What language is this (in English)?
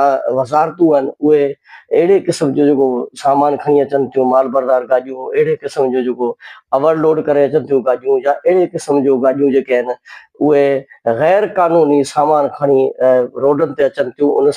Sindhi